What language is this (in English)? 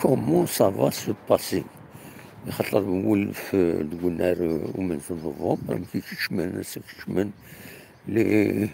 Kabyle